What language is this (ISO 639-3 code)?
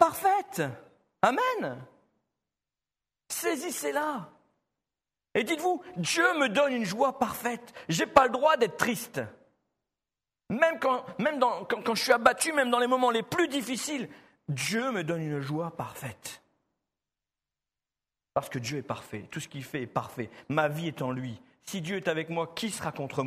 fra